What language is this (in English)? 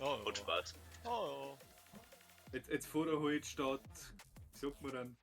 Bavarian